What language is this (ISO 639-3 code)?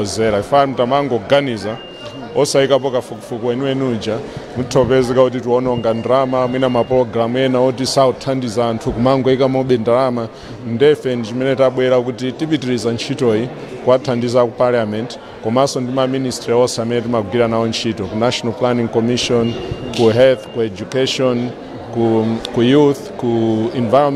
nya